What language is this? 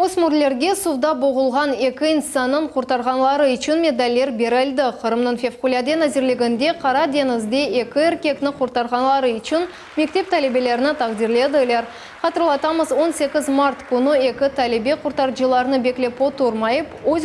Crimean Tatar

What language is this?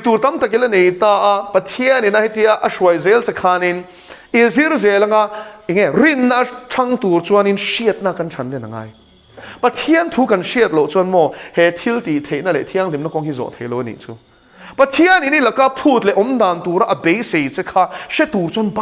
Mizo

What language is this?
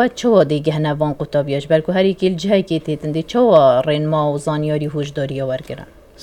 Kurdish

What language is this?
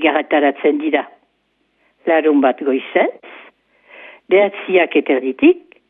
Basque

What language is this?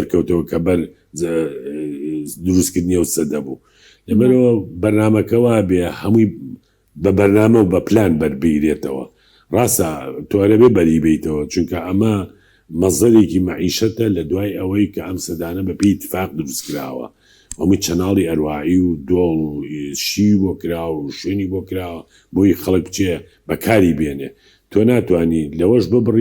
Central Kurdish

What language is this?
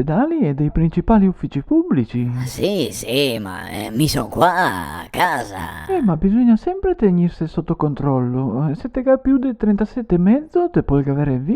Venetian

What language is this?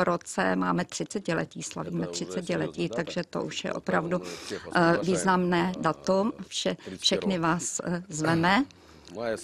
Czech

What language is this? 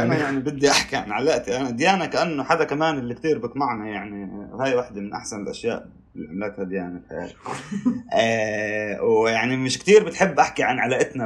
North Levantine Arabic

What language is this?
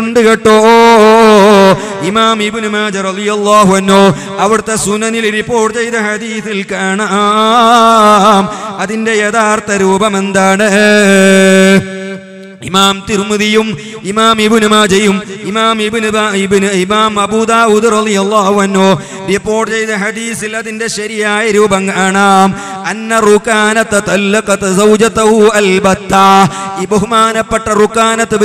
Malayalam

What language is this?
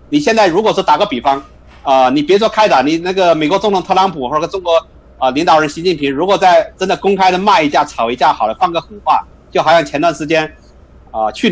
Chinese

